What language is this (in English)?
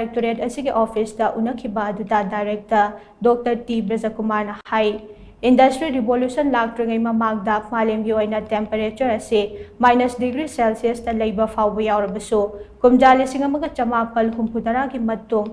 Manipuri